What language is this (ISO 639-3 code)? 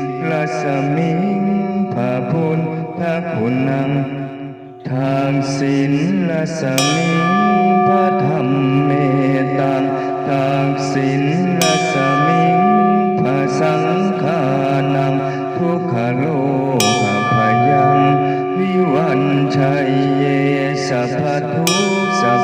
pli